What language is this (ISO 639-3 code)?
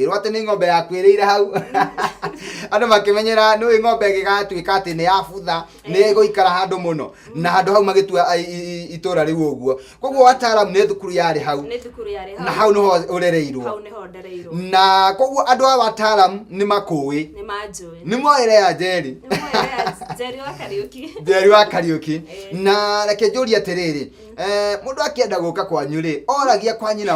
kik